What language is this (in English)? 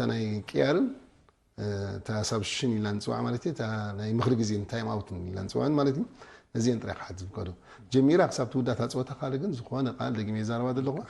Tigrinya